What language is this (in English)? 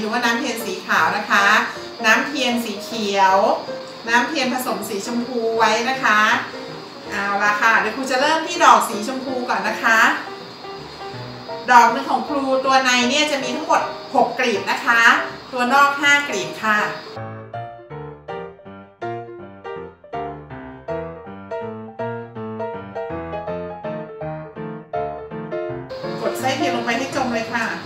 Thai